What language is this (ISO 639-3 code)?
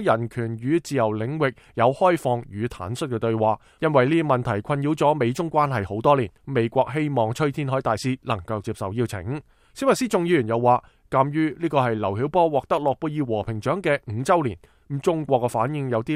yue